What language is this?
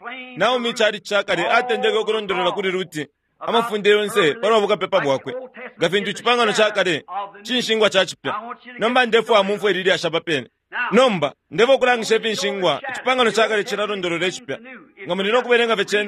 Bemba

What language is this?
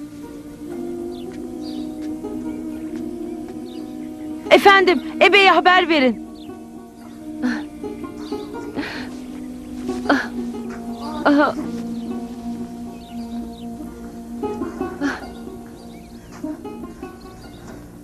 Turkish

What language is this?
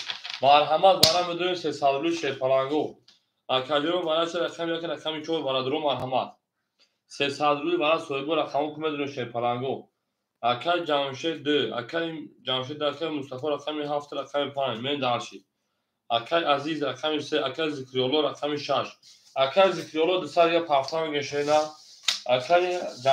Tajik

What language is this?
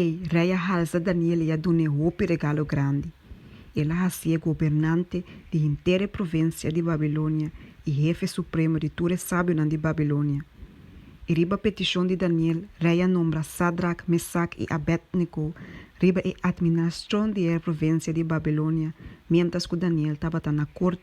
Papiamento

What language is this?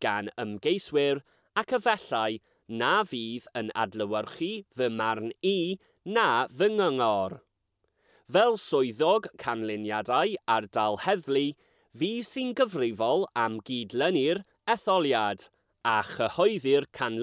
Welsh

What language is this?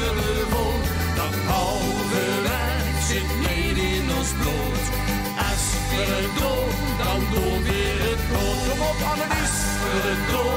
Limburgish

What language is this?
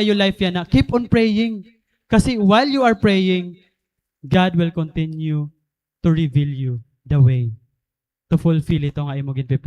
Waray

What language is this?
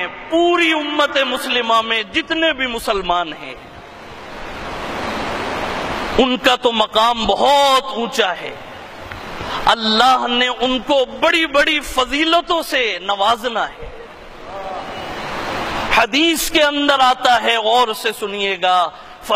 Urdu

